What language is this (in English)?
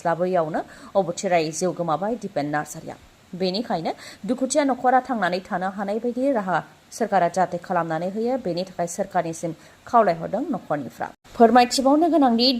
Bodo